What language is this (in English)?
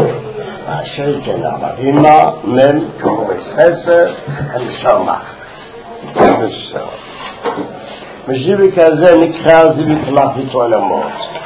Hebrew